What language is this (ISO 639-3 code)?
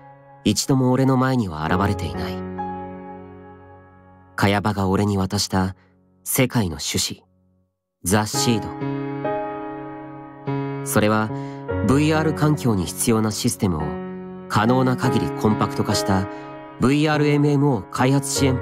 jpn